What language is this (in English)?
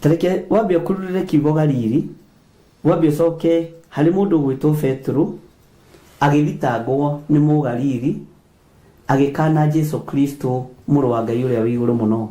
Kikuyu